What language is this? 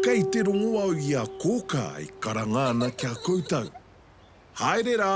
Māori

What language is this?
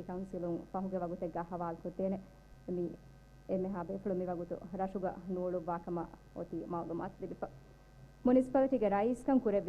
Divehi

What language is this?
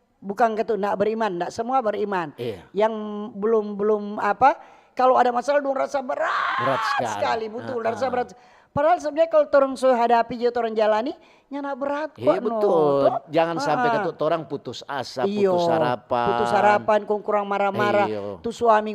Manado Malay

